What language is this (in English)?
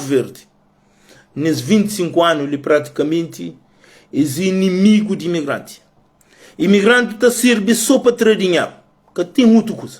Kabuverdianu